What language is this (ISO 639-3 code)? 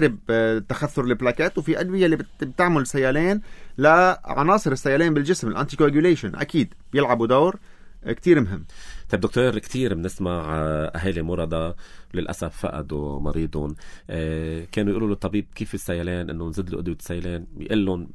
apc